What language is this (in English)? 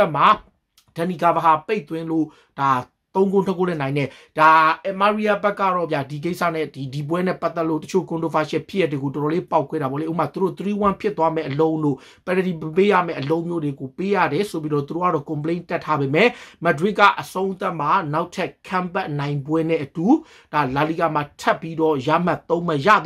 Burmese